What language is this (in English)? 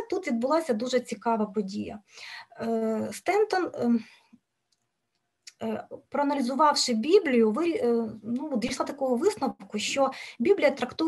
Ukrainian